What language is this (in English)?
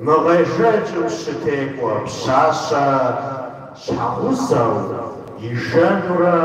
Kabardian